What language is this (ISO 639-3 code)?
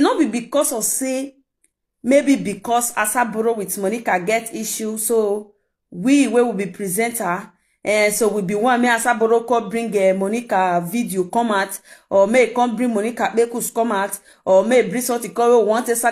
pcm